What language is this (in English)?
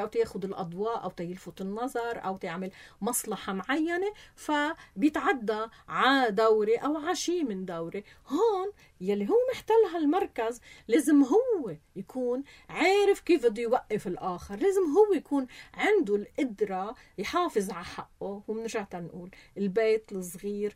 North Levantine Arabic